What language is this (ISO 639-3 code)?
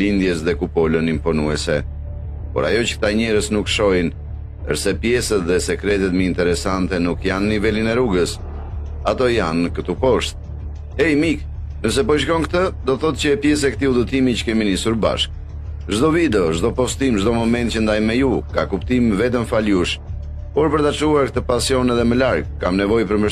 sqi